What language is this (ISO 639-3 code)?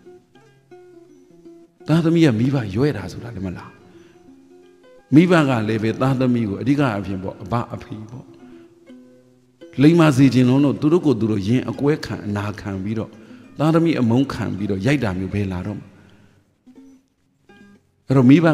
mya